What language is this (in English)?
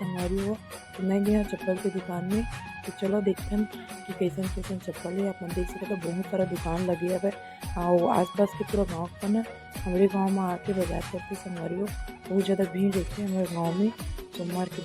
Chhattisgarhi